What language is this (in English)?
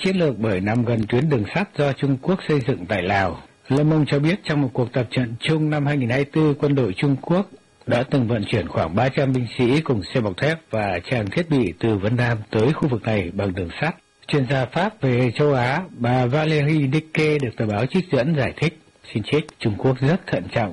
Vietnamese